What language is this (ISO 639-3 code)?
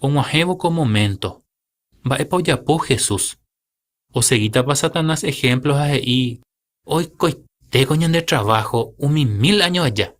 grn